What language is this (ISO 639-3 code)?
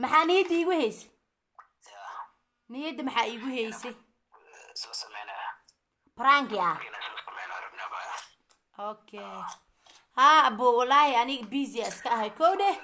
som